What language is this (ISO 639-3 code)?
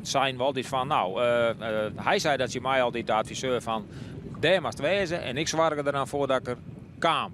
fry